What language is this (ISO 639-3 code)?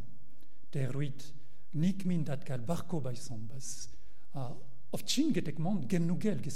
mon